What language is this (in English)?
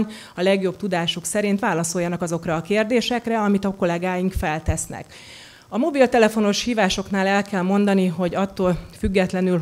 Hungarian